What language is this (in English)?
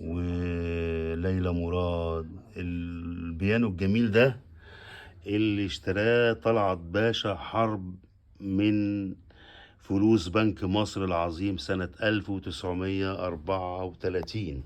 Egyptian Arabic